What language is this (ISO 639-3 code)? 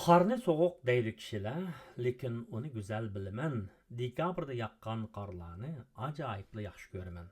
uig